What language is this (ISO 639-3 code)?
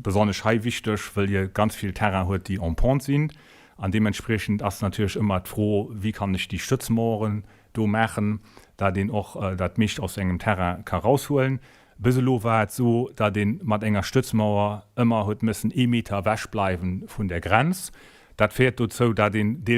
ltz